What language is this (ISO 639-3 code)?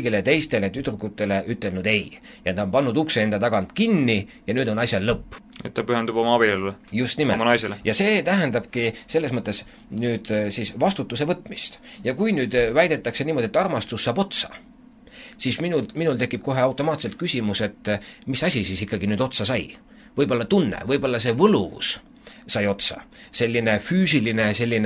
est